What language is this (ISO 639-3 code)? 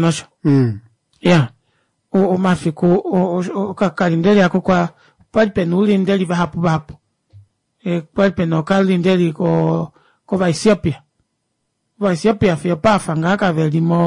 kua